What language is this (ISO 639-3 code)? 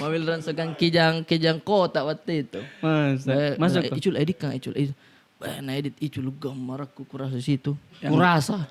mfp